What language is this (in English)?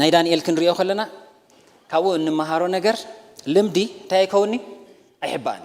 Tigrinya